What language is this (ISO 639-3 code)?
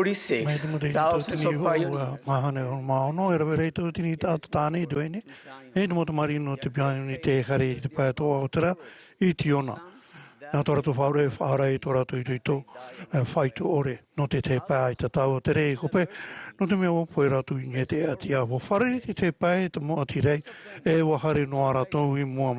tah